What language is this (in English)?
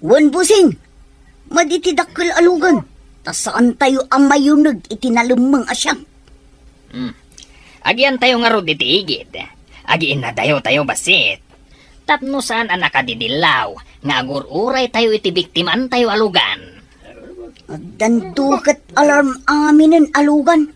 Iloko